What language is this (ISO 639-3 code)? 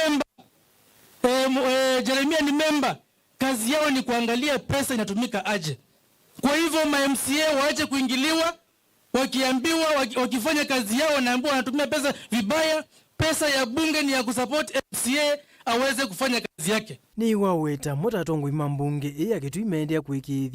kam